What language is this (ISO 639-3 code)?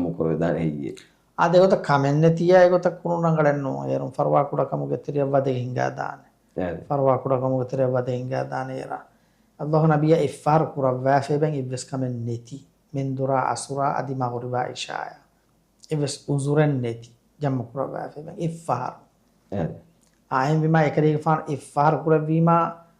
div